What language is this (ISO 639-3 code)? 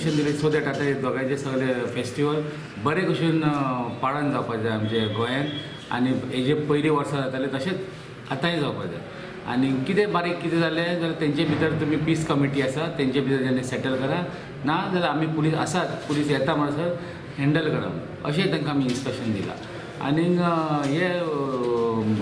kok